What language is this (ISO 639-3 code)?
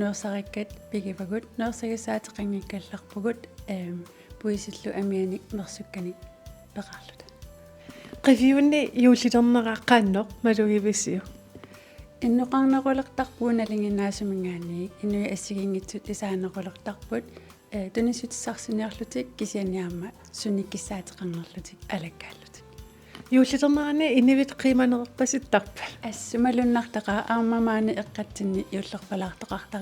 kal